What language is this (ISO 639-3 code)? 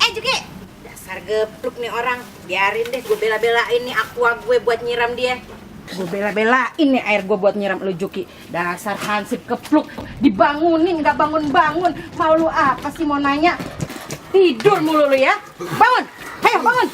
bew